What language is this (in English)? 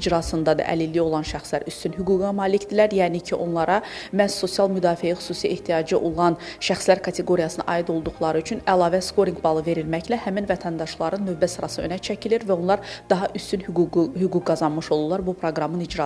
Azerbaijani